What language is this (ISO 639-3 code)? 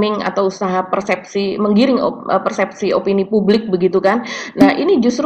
ind